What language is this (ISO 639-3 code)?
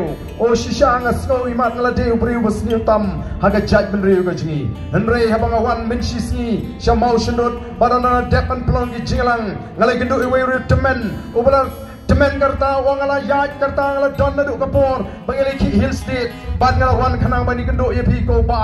kha